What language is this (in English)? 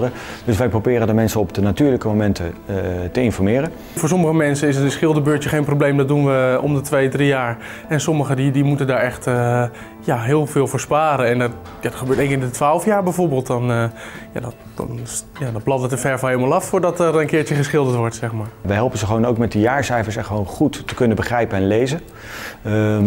Dutch